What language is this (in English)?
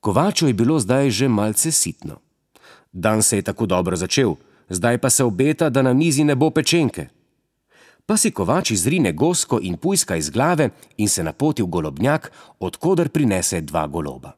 Slovenian